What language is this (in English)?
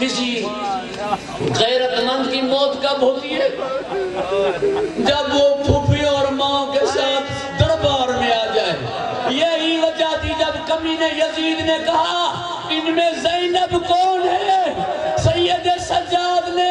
Urdu